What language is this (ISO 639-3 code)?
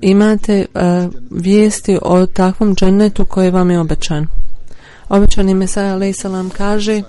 bos